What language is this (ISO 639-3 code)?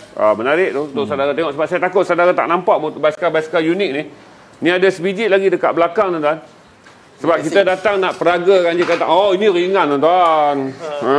msa